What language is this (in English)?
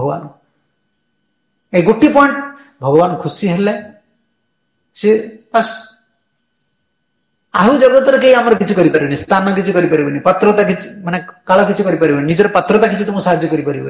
Odia